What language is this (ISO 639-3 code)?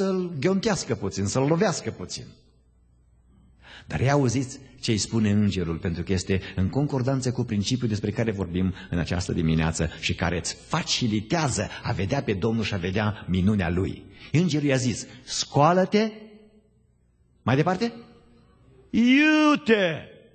ron